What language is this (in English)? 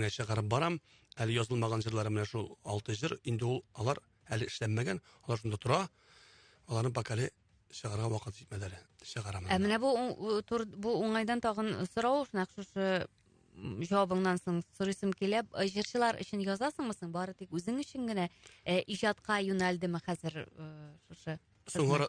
Tatar